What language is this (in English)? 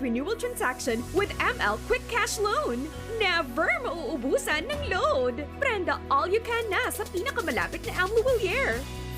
Bikol